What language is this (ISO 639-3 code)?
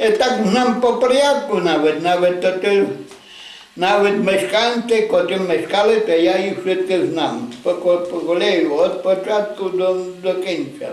rue